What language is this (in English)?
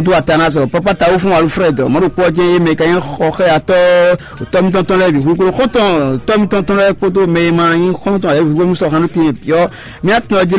Fon